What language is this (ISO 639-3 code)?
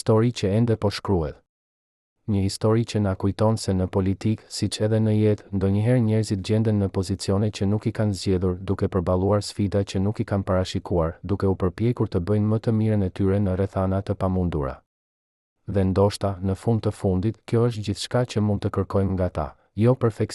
sqi